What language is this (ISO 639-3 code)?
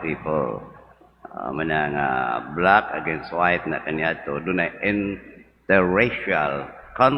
ceb